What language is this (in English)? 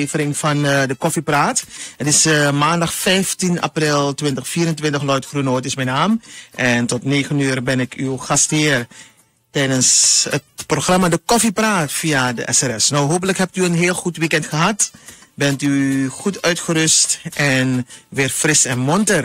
Dutch